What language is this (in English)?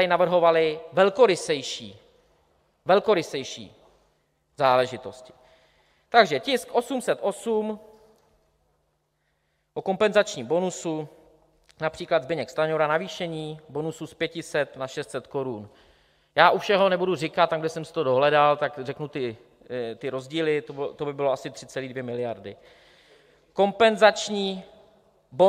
Czech